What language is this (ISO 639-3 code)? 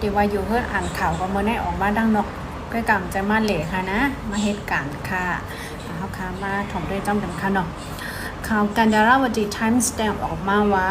shn